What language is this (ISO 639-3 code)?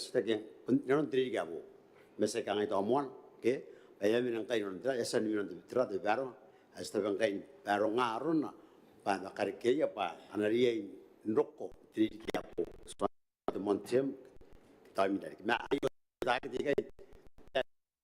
gil